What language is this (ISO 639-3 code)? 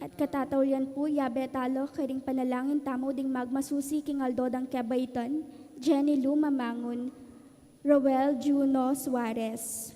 pam